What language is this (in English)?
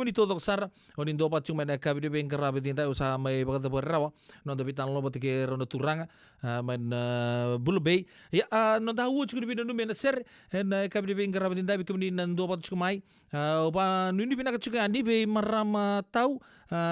Fijian